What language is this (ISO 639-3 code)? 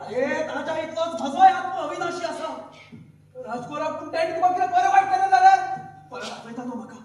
kok